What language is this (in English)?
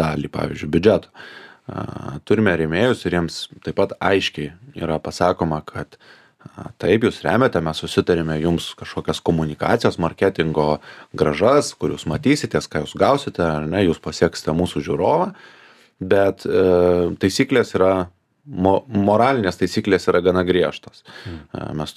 Lithuanian